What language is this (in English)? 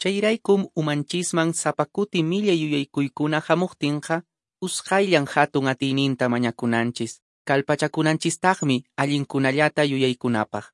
Quechua